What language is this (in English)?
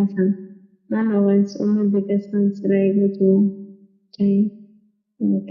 South Bolivian Quechua